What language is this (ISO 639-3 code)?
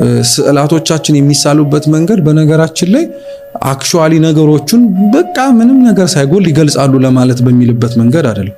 amh